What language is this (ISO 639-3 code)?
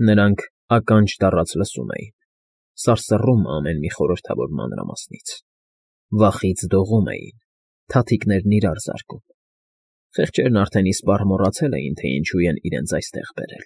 hye